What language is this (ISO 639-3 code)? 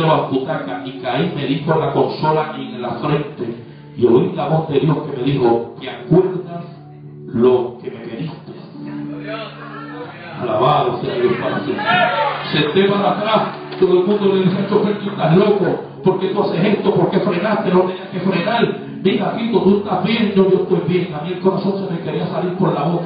spa